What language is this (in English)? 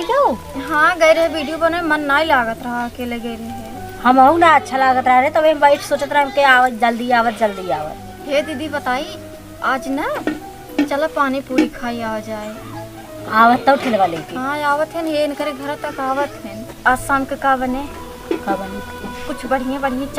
Awadhi